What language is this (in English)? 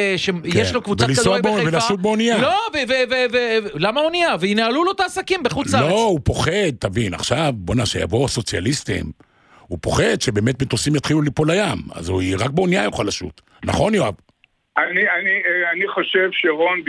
Hebrew